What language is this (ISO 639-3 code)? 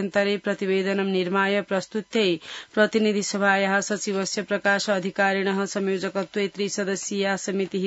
san